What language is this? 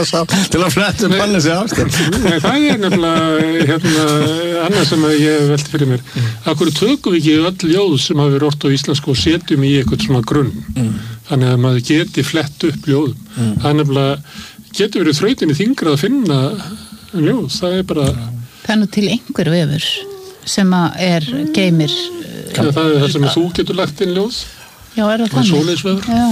Icelandic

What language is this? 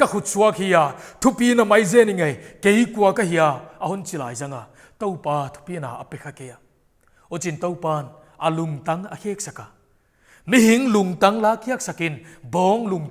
Paite Chin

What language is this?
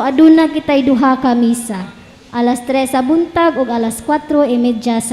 Cebuano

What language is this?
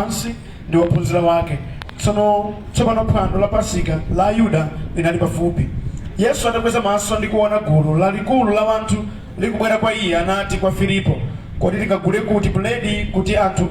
Nyanja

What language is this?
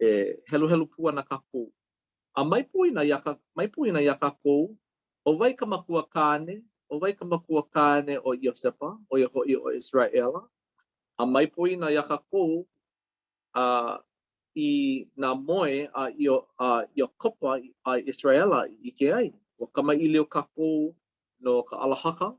Hawaiian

